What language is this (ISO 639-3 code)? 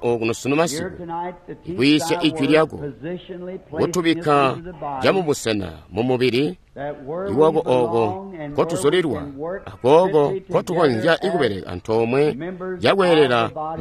toi